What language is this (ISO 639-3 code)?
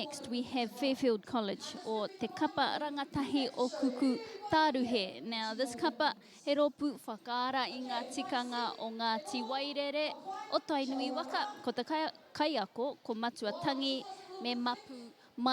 mri